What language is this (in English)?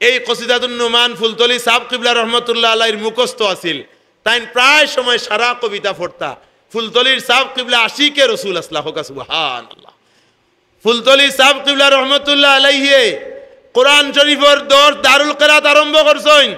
Sylheti